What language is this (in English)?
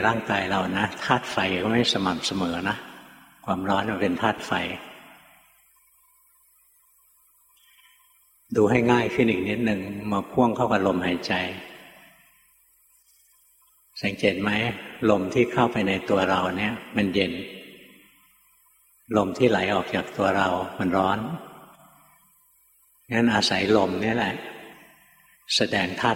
Thai